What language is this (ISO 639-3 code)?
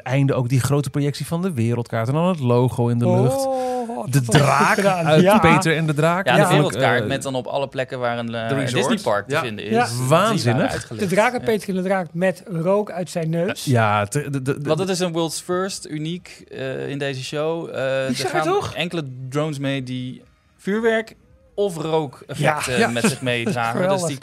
nld